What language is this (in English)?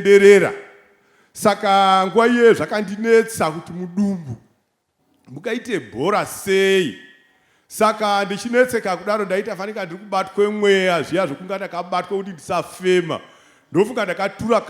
Shona